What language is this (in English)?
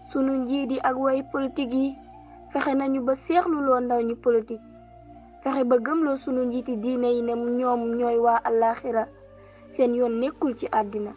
Wolof